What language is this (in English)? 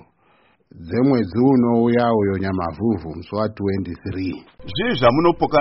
Shona